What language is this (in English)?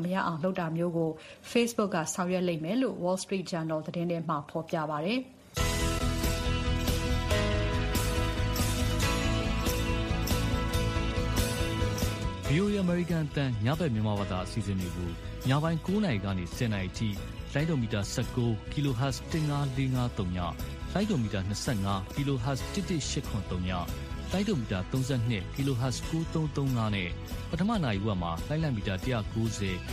Burmese